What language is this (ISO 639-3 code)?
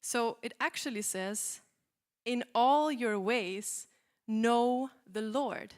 eng